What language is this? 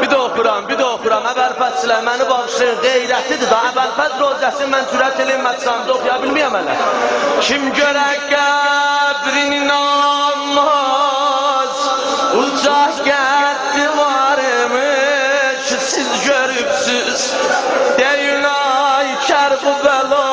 South Azerbaijani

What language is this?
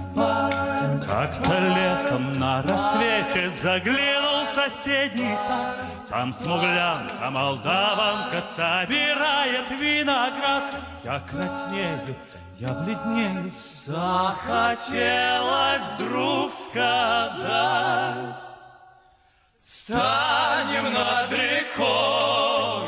Russian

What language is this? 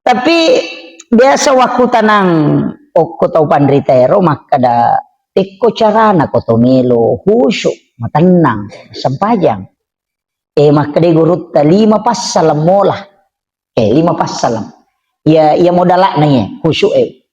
Buginese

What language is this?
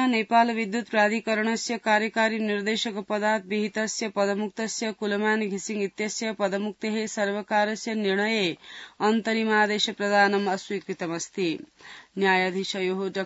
Sanskrit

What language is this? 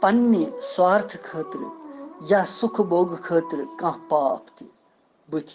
Kashmiri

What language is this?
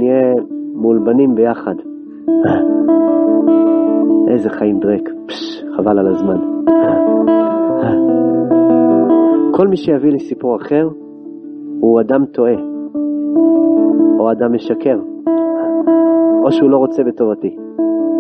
Hebrew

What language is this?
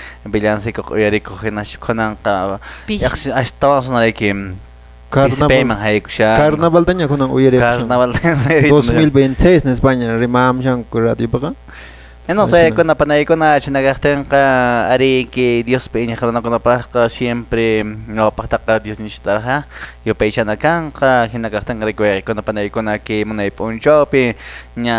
Quechua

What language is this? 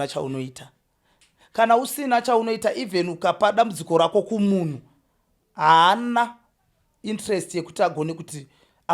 Shona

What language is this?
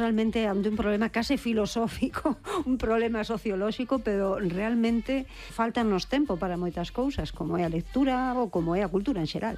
Galician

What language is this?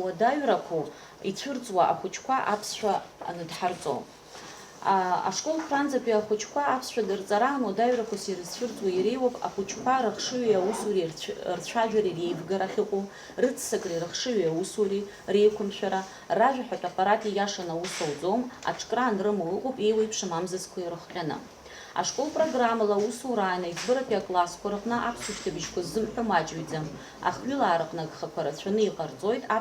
Abkhazian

